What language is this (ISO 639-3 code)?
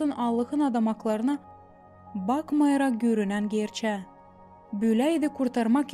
gag